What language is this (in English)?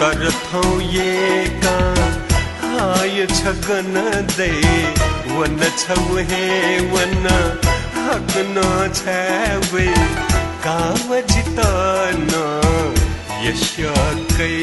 Newari